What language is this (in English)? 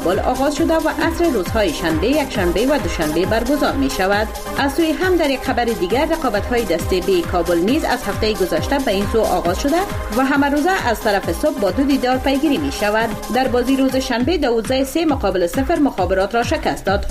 Persian